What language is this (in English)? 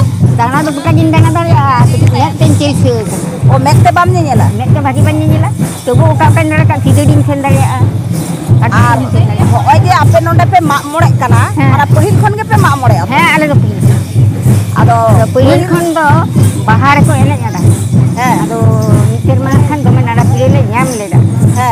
Santali